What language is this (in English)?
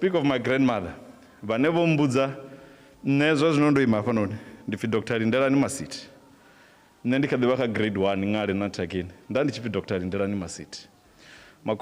Venda